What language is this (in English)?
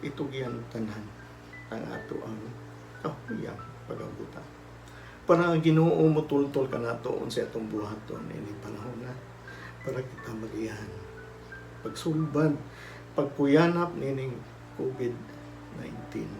Cebuano